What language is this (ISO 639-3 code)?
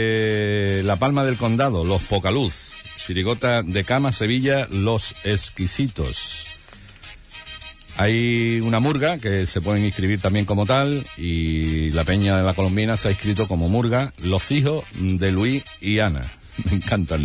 spa